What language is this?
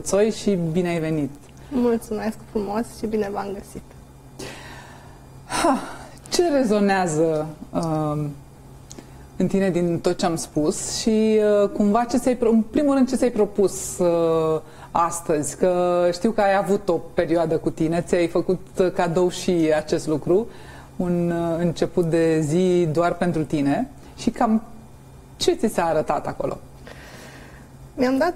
Romanian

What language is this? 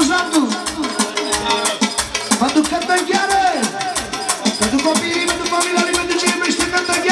Romanian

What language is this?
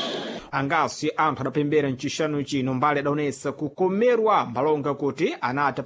Sena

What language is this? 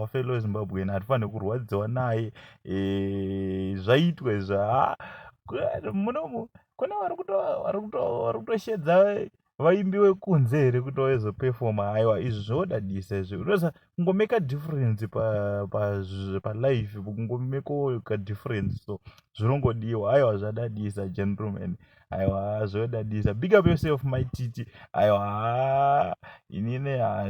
Shona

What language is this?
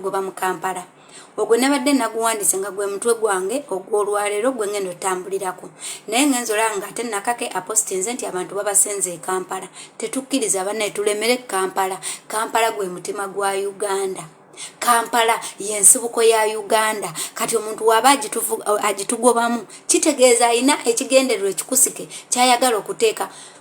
Ganda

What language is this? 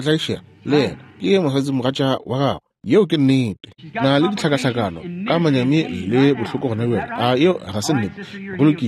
Northern Sotho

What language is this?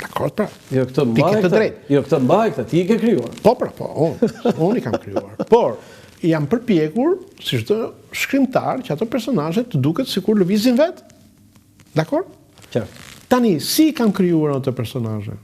Albanian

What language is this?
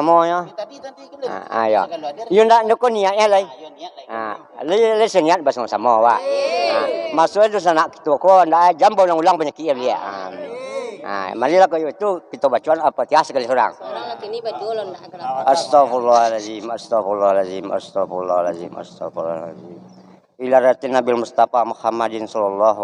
Minangkabau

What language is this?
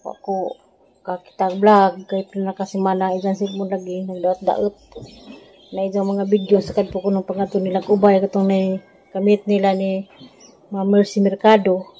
Cebuano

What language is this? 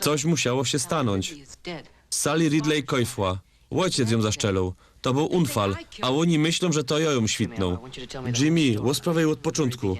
Silesian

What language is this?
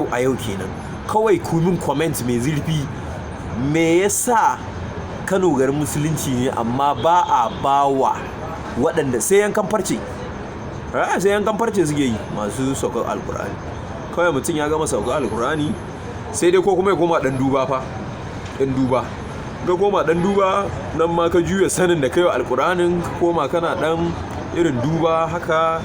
Hausa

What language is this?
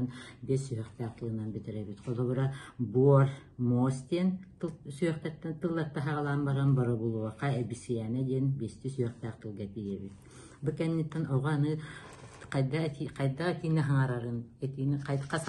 Yakut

